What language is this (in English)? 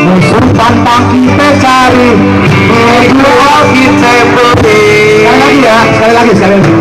Betawi